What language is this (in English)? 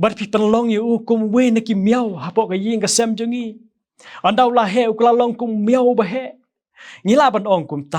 Khasi